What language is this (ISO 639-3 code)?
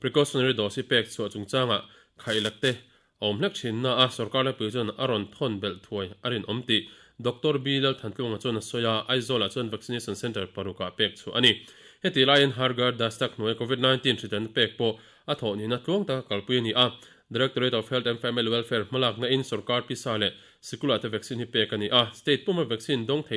lus